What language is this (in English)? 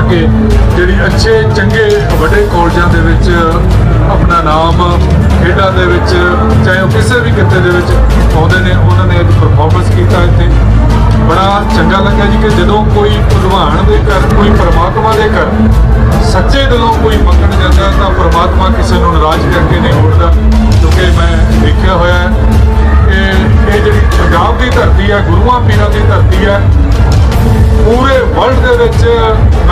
Punjabi